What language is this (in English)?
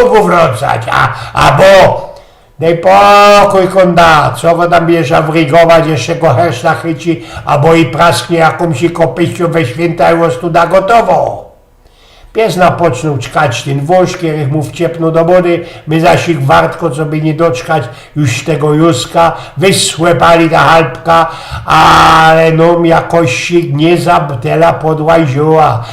Silesian